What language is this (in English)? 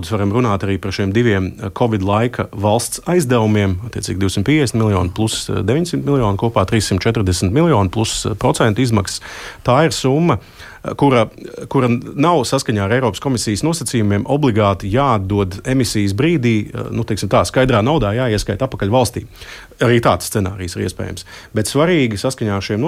Latvian